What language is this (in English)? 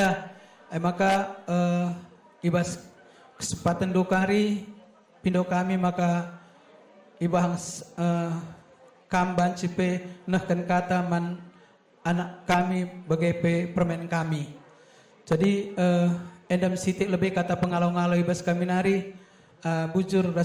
Batak Karo